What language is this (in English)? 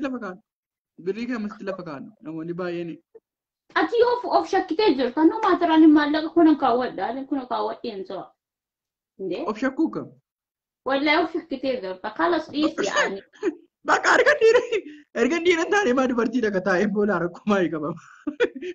Oromo